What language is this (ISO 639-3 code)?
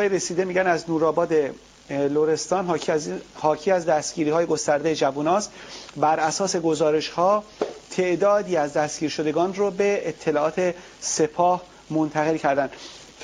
fas